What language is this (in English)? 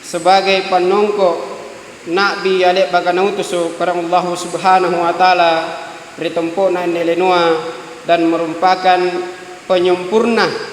Makasar